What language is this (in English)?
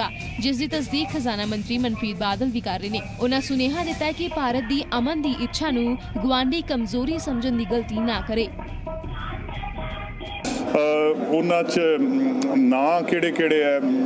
Punjabi